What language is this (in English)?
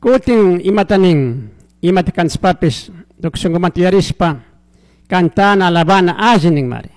Chimborazo Highland Quichua